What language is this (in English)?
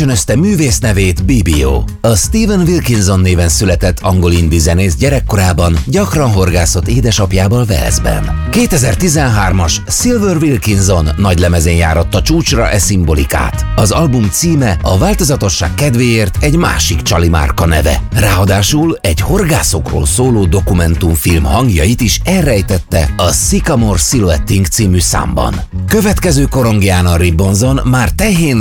Hungarian